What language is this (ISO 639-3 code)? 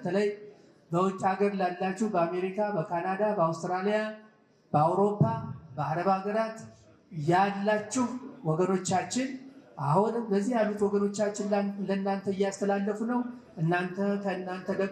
amh